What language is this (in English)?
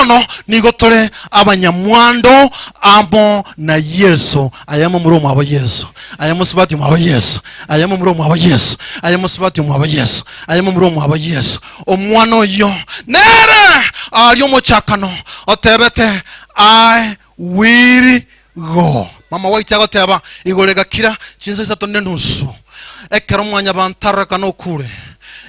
Gusii